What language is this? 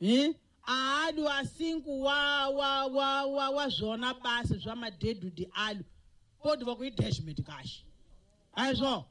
Tsonga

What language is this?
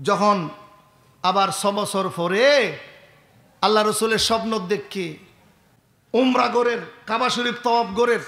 Rohingya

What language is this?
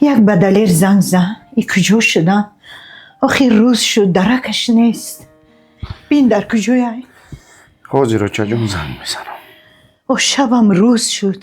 Tajik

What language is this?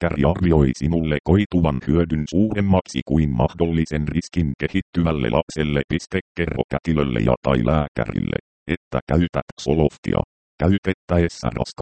Finnish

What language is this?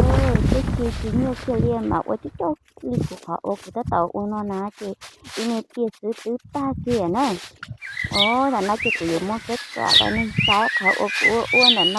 Hmong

